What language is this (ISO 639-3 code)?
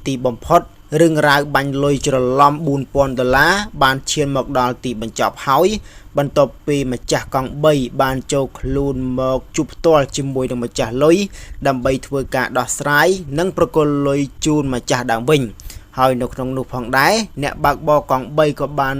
khm